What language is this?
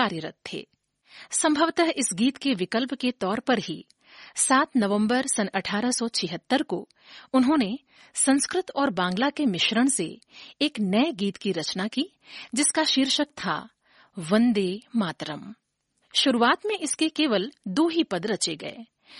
Hindi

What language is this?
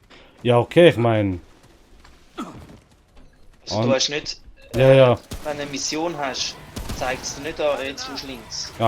Swiss German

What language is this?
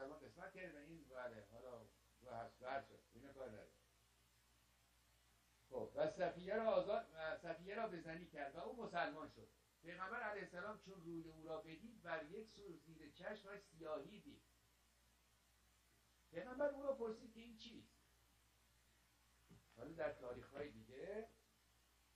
Persian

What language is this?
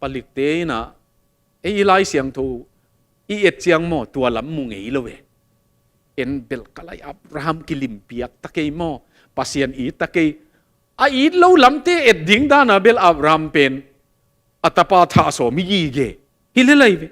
Tedim Chin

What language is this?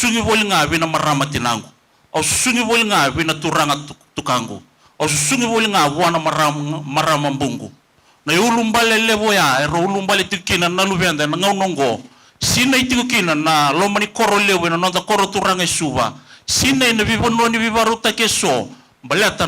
Fijian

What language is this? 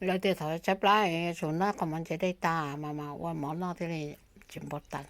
Hmong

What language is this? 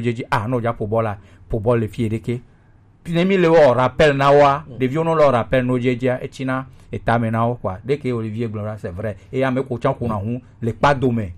Gen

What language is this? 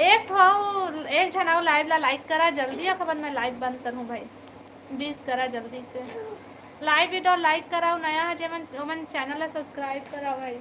Chhattisgarhi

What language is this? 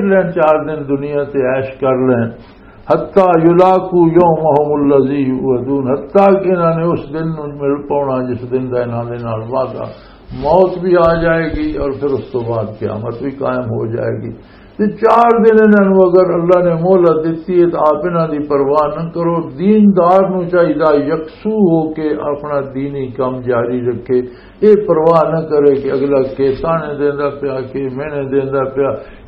Western Panjabi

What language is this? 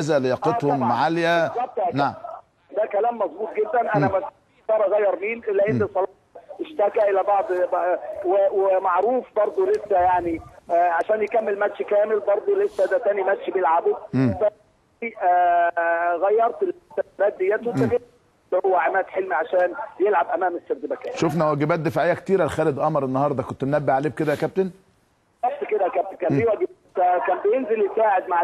Egyptian Arabic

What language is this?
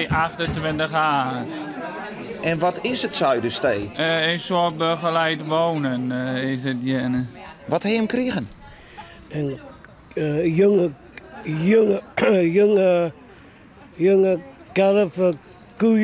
Western Frisian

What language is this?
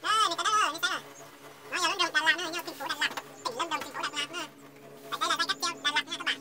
Hmong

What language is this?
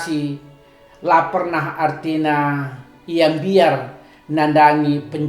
Batak Karo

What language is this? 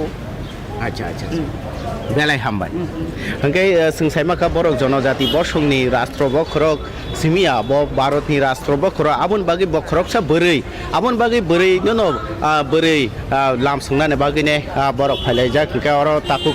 Kok Borok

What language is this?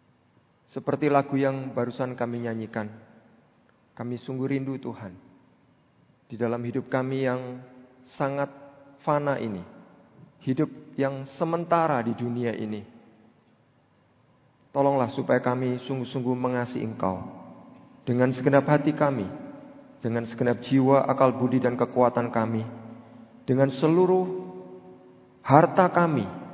Indonesian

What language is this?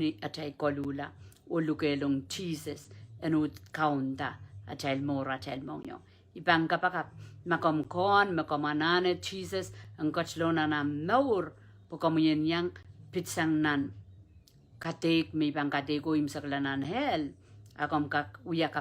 Pohnpeian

